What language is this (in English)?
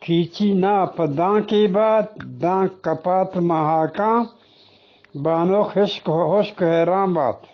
Eastern Balochi